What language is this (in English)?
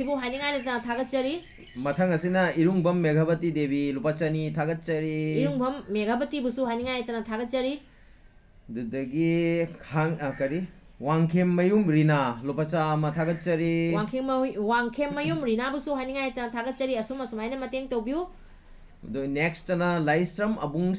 Manipuri